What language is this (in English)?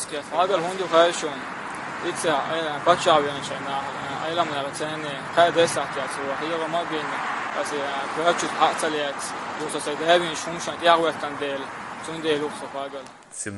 Chechen